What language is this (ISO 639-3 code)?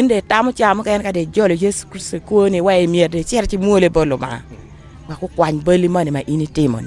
ach